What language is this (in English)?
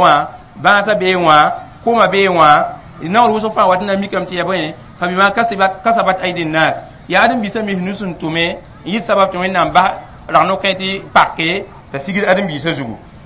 Mossi